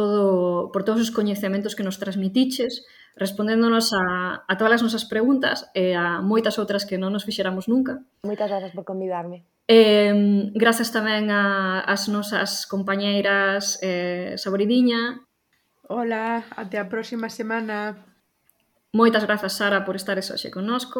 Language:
Galician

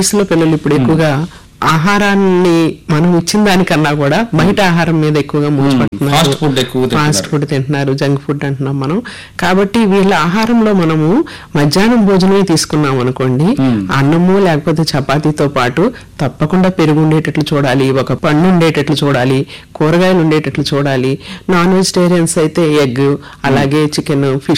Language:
Telugu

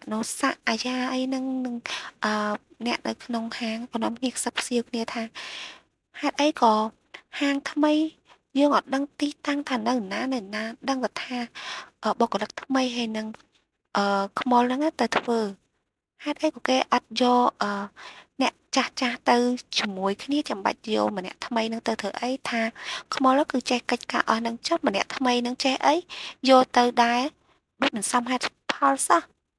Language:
Khmer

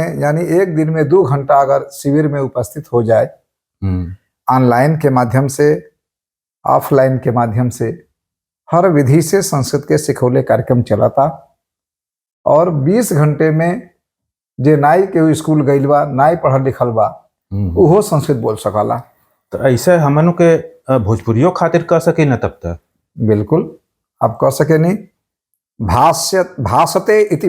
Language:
Bhojpuri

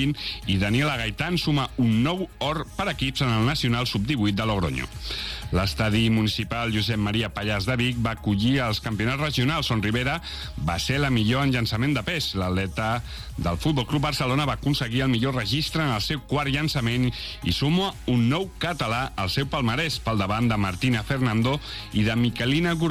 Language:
Catalan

